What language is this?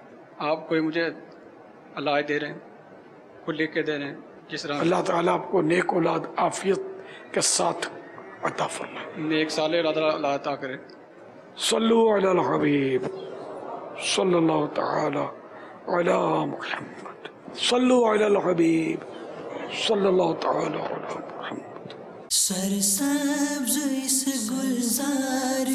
Urdu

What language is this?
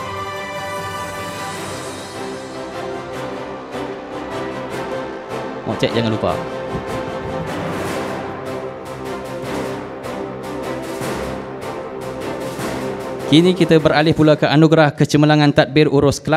Malay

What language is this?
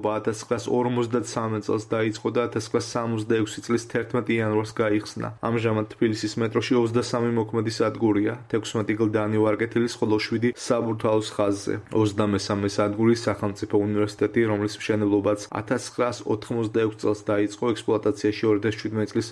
Georgian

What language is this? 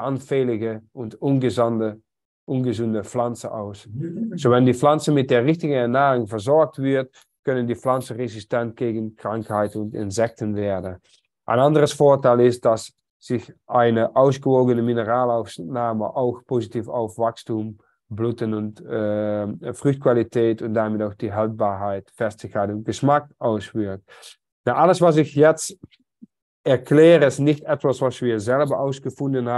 German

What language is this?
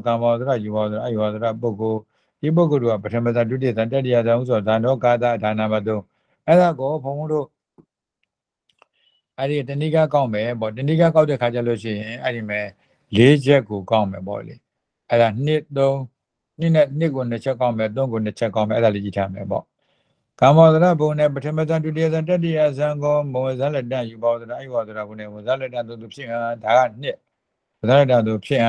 Burmese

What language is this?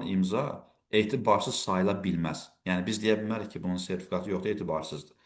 Azerbaijani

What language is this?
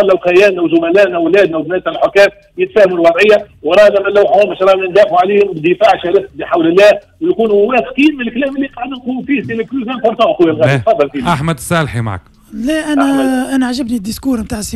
Tunisian Arabic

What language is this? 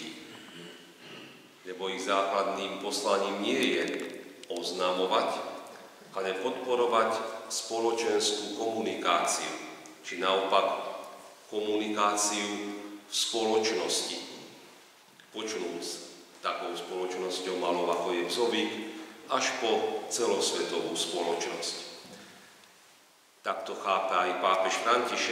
Slovak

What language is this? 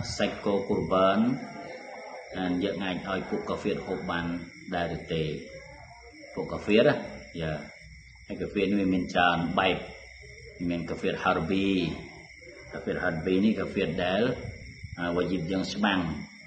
Khmer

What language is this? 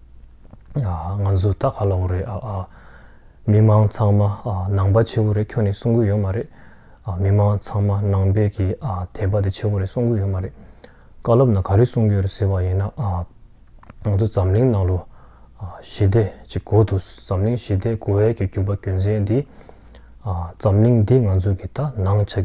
Tibetan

